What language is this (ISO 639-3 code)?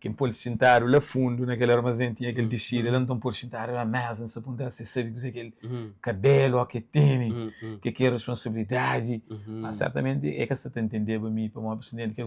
kea